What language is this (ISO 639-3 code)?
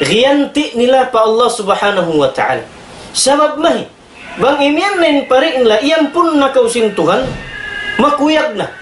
tsg